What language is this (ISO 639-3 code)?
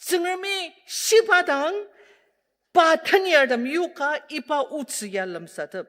njo